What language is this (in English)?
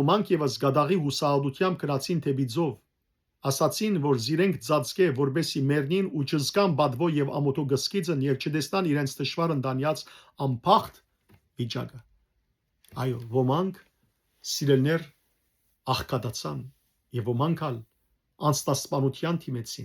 Western Armenian